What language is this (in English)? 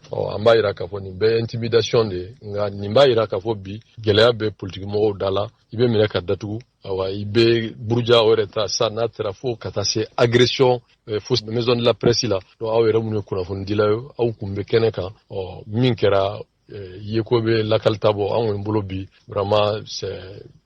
Bambara